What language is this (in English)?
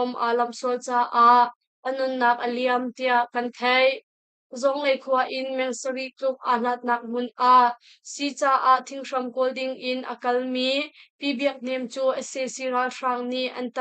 Hakha Chin